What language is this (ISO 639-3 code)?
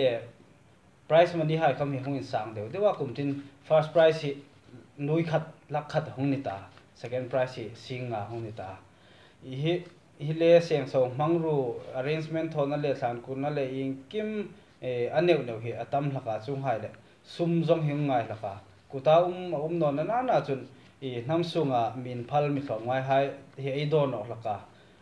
hmr